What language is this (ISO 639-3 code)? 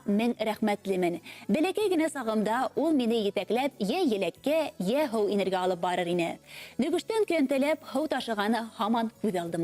bak